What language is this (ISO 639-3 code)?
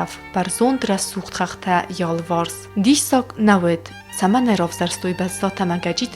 oss